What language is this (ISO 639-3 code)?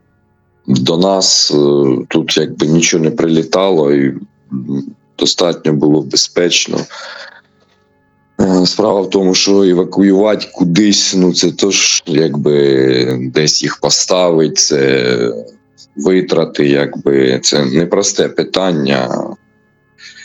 ukr